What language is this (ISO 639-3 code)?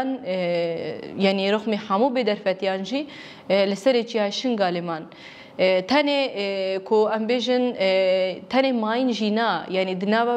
kur